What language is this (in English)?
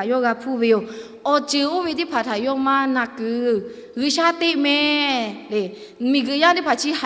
Lahu